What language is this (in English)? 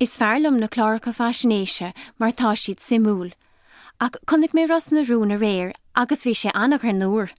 Irish